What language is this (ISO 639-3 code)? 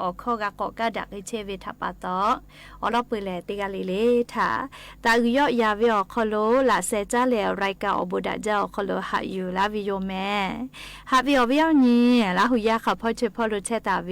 lhu